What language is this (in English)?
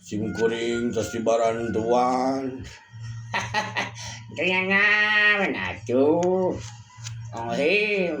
Sundanese